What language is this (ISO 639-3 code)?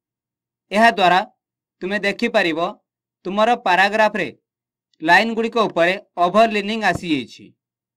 ori